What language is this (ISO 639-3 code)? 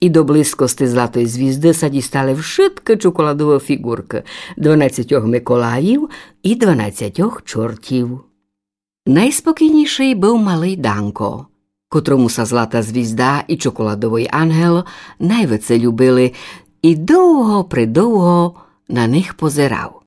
rue